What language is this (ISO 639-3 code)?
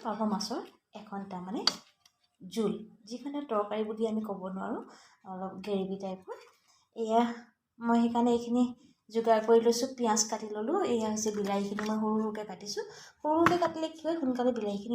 asm